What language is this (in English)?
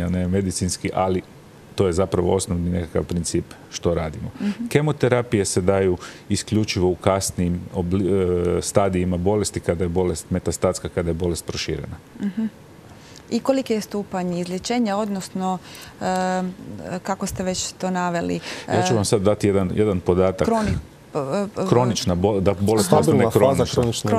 Croatian